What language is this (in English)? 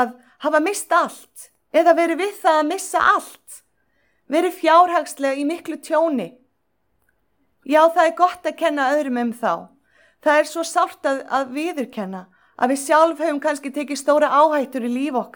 Icelandic